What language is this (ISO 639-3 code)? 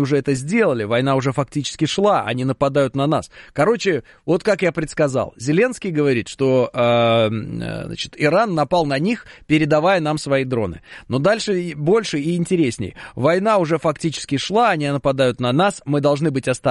rus